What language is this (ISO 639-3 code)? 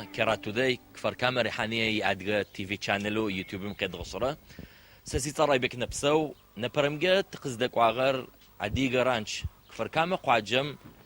ady